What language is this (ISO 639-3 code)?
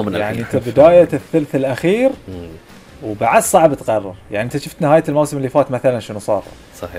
afb